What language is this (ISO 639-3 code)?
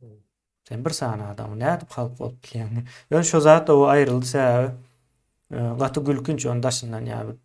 tuk